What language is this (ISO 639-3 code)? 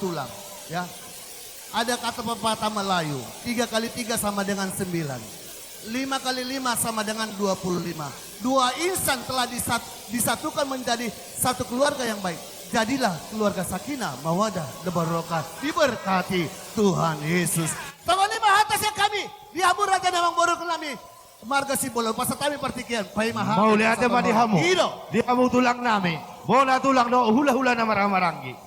bbc